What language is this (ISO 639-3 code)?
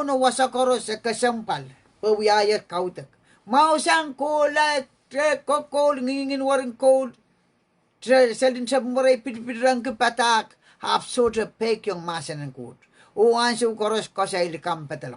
pon